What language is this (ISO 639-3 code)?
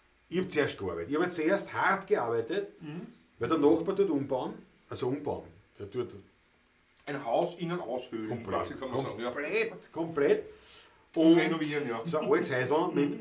bar